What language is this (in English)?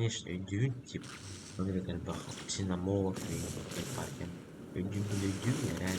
Yakut